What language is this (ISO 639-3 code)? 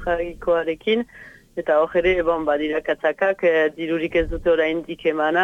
eus